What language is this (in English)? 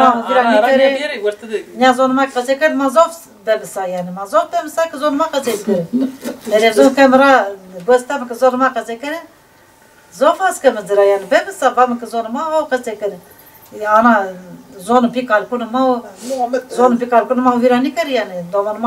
Zaza